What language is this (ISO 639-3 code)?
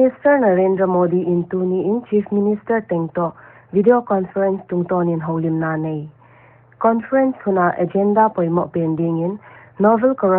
pck